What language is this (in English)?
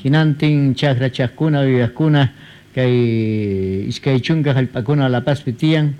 South Bolivian Quechua